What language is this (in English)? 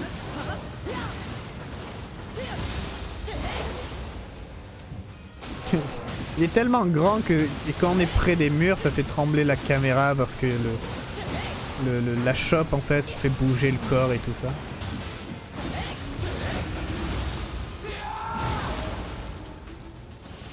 French